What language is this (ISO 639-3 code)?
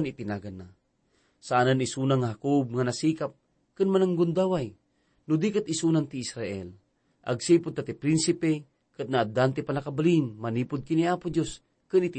ilo